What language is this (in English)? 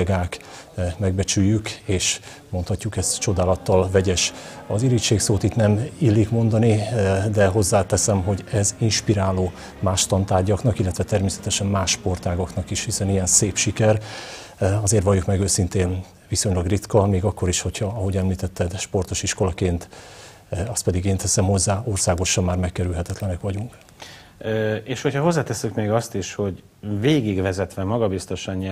Hungarian